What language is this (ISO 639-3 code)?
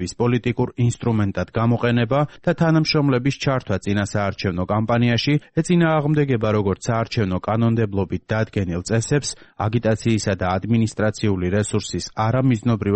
kat